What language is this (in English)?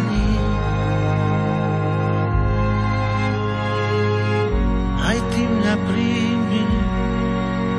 Slovak